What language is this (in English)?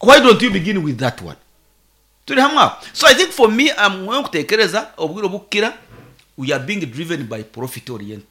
Nyankole